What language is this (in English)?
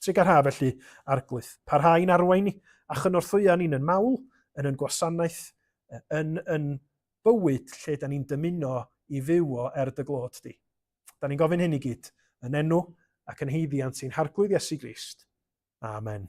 Welsh